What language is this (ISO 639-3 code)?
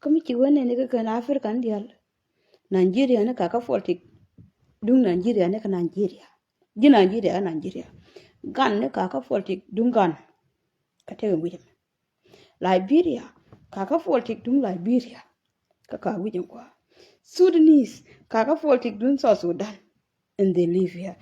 nus